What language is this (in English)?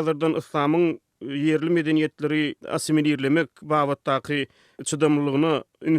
Turkmen